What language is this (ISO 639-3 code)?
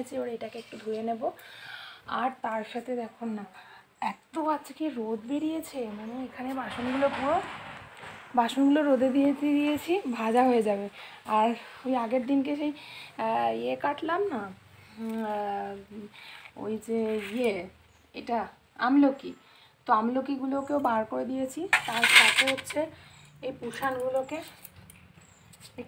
ben